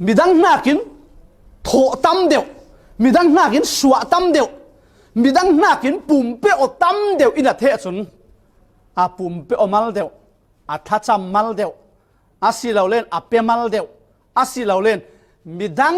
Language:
Falam Chin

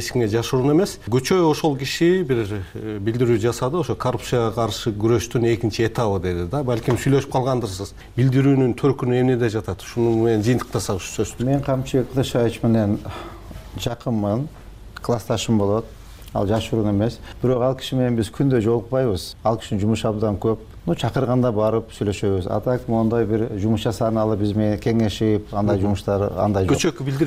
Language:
Kyrgyz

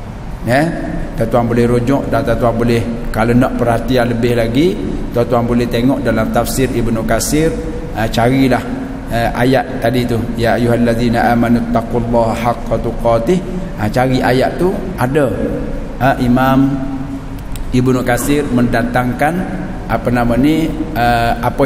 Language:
Malay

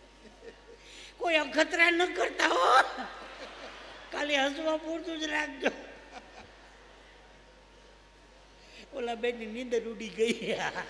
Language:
Gujarati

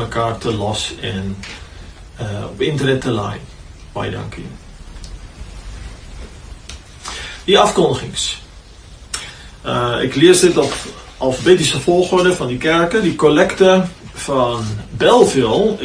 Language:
Afrikaans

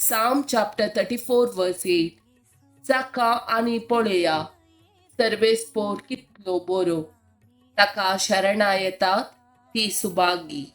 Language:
Konkani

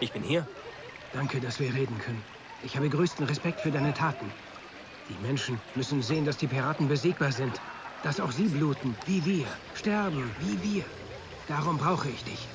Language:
Bavarian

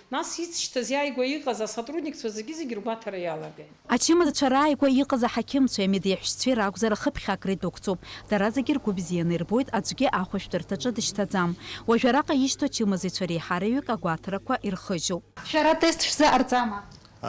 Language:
Abkhazian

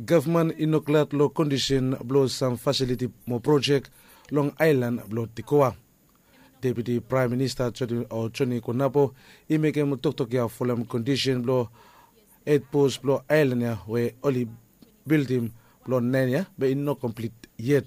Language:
Bislama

